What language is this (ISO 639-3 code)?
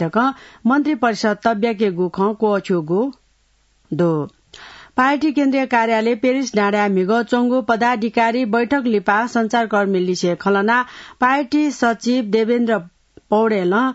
new